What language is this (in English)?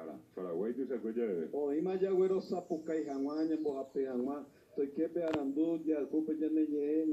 Guarani